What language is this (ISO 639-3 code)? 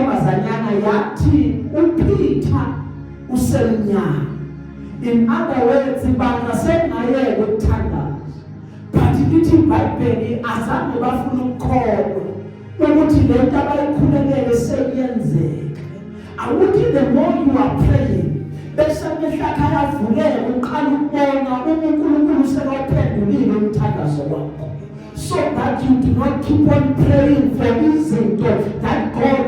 zul